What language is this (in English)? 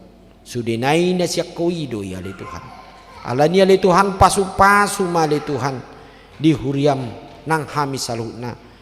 Batak Toba